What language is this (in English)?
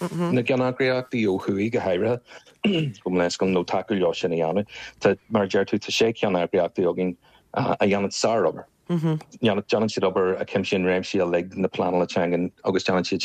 Irish